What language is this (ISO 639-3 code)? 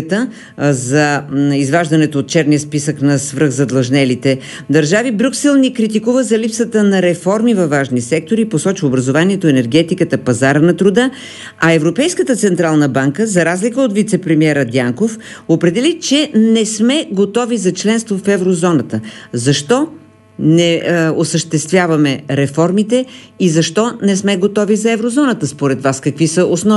bul